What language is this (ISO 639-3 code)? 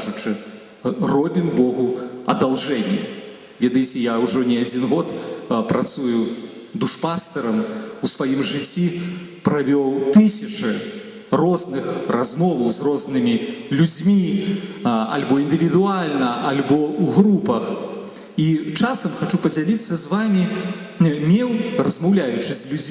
bel